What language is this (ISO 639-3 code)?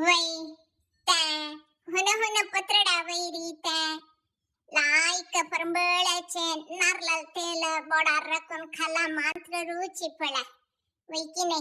kok